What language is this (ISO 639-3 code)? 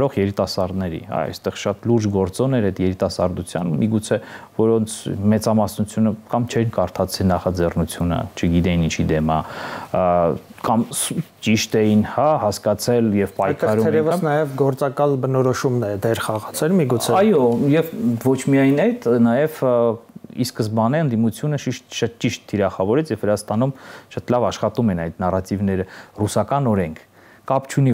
hye